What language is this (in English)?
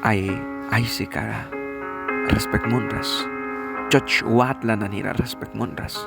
Mískito